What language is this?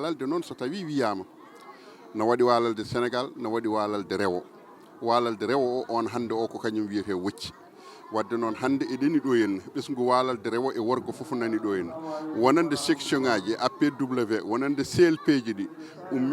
Fula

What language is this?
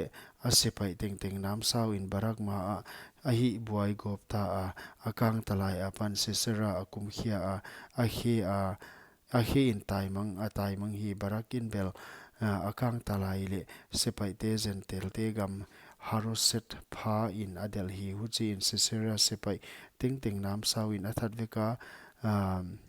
Paite Chin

